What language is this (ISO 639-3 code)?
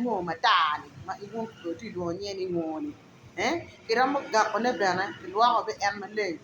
ach